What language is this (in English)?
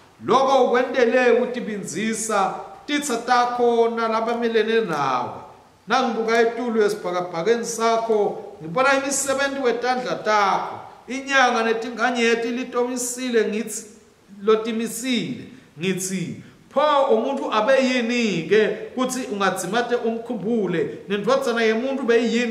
Swati